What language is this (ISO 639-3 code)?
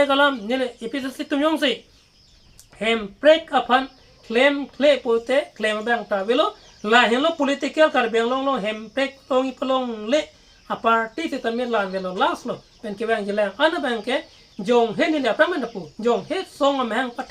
mjw